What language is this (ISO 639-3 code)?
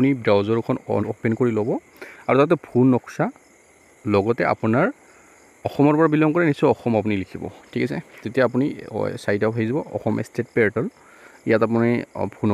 asm